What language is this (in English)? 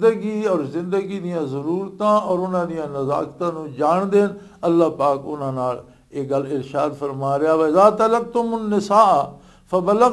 Western Panjabi